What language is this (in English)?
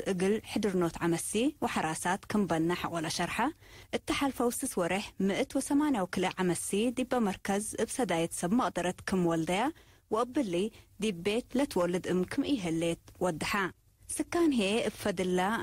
Tigre